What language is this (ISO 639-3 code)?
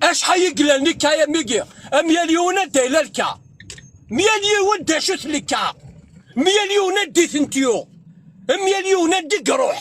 kab